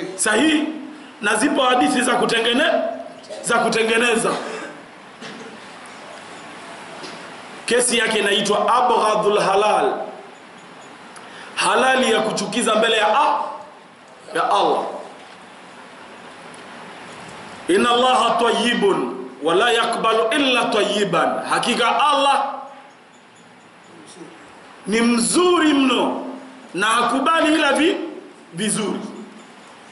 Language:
Swahili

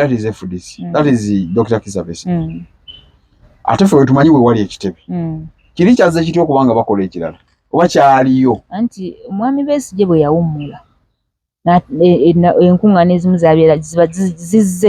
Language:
Ganda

